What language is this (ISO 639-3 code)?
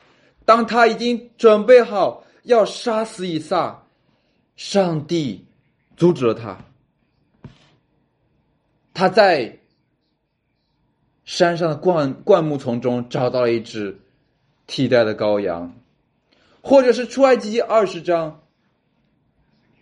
zho